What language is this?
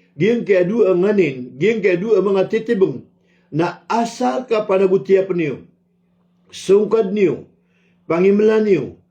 Maranao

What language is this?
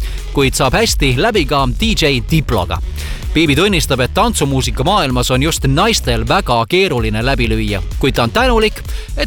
Estonian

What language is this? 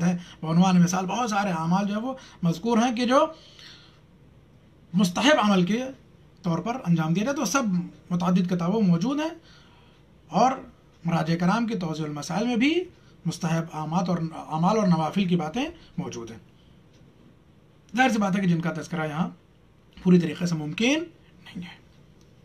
Urdu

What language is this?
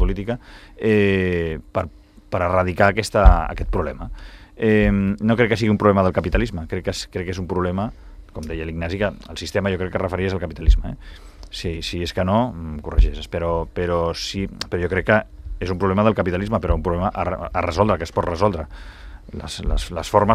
Catalan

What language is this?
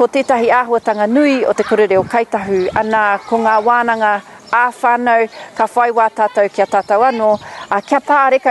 Māori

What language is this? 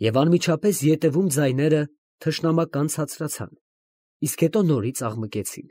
Armenian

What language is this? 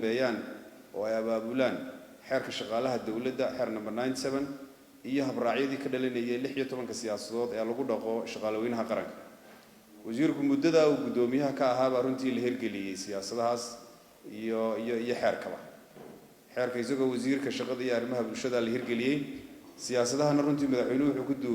Somali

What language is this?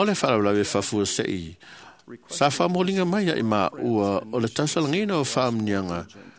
Samoan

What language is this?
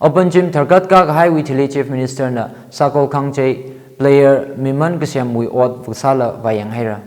Tangkhul Naga (India)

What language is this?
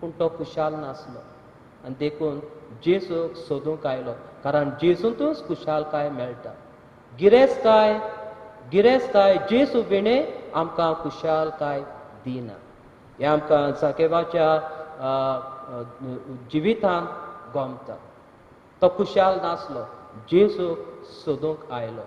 Konkani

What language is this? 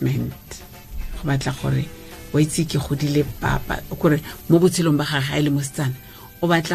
Tswana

